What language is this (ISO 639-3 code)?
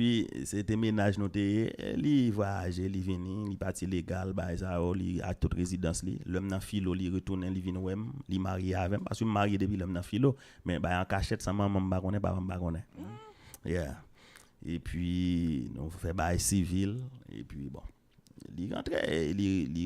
hat